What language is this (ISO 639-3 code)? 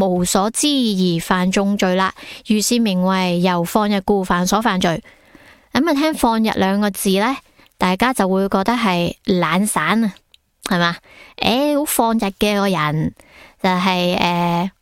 yue